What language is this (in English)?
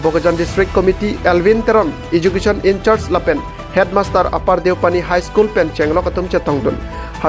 Karbi